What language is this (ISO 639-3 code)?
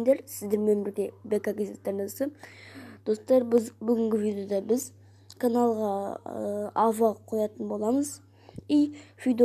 kaz